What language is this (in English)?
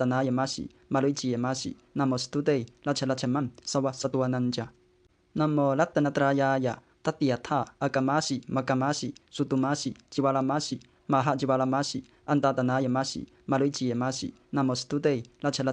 Pali